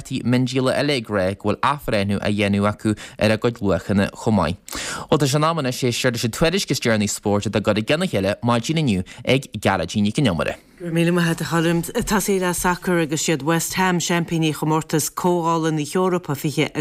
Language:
Irish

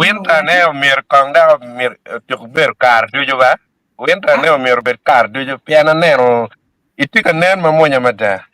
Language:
Acoli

